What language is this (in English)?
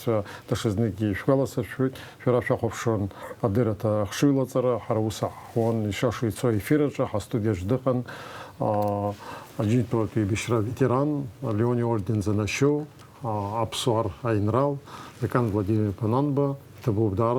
Abkhazian